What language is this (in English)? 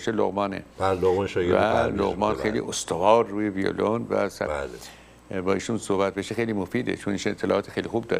Persian